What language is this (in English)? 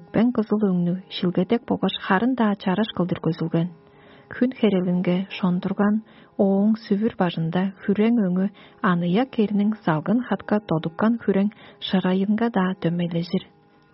Tuvinian